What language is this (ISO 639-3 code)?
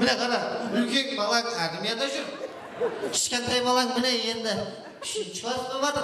kaa